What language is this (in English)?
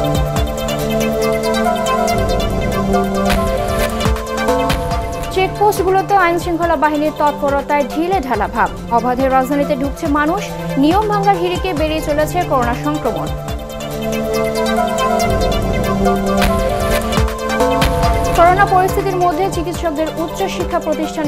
Bangla